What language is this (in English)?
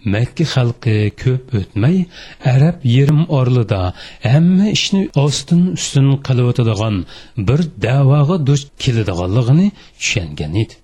Uyghur